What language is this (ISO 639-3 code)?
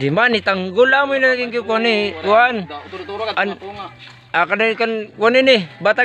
war